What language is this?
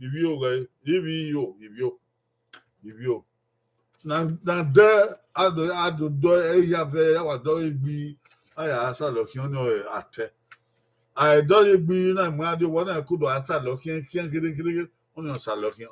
Bini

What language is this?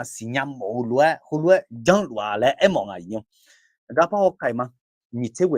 Akha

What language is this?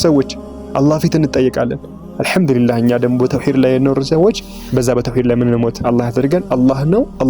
Amharic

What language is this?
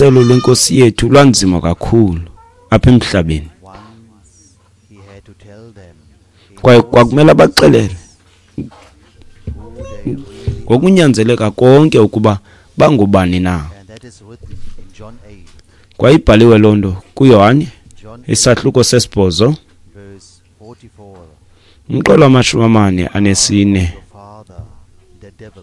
Xhosa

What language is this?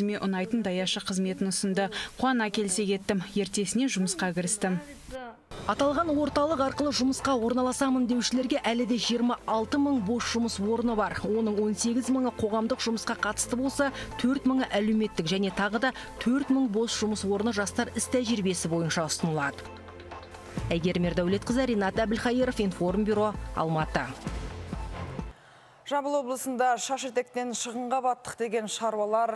Kazakh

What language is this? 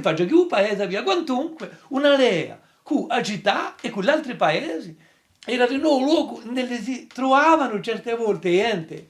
Corsican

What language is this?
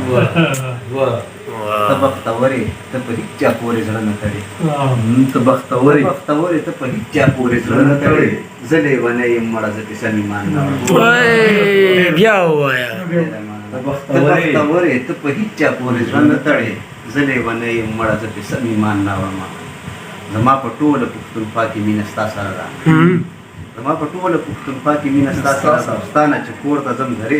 Pashto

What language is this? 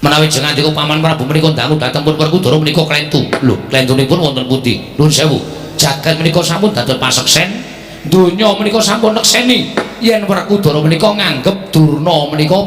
Javanese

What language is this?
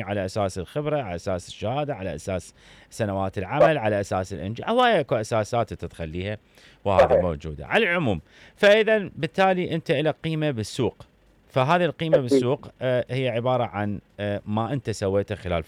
Mesopotamian Arabic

